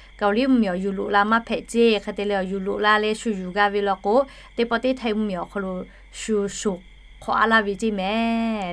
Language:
Lahu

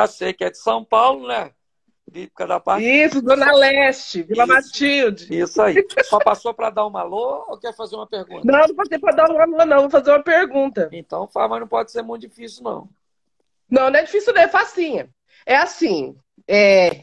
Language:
Portuguese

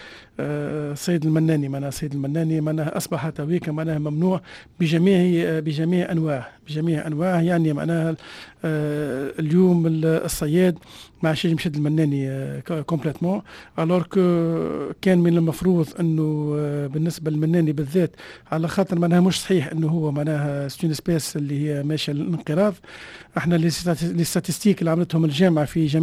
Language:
Tunisian Arabic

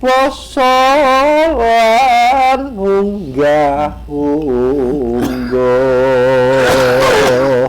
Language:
Javanese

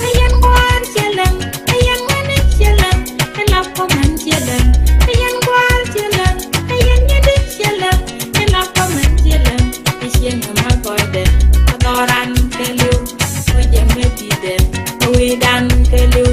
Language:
Nuer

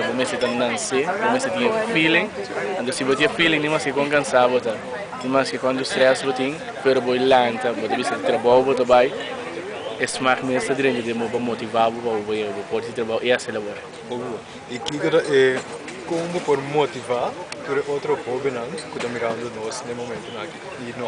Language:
Papiamento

